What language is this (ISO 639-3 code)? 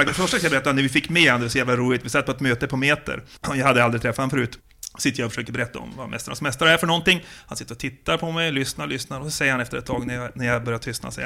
swe